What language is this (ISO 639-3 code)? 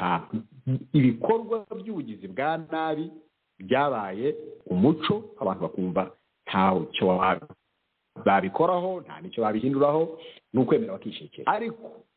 kin